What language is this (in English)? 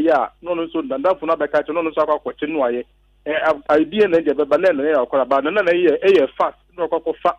Akan